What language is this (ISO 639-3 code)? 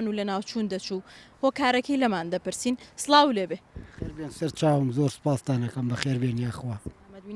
ckb